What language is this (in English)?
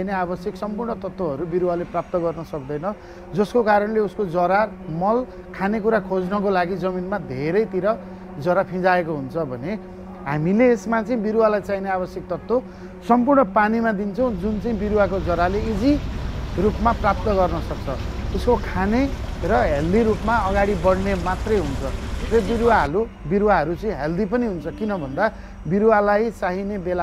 Nepali